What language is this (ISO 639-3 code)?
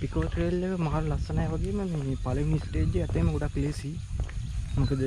sin